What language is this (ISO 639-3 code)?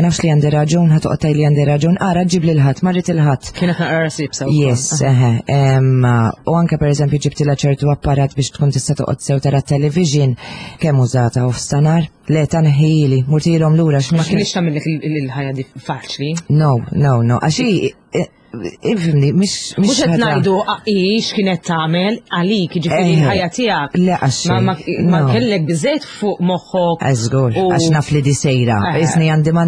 mlt